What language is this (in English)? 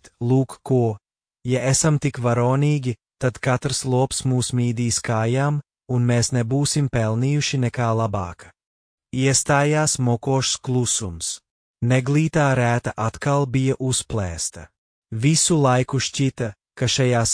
Latvian